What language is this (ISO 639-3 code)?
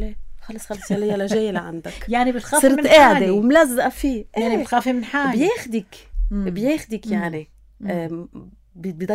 apc